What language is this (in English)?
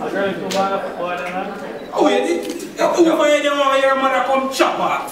Jamaican Creole English